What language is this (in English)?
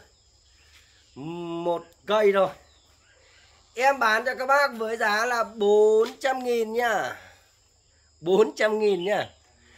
Vietnamese